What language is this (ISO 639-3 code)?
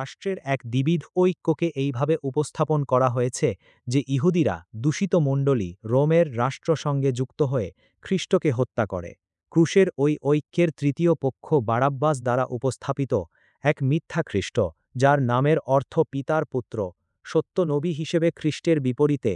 ben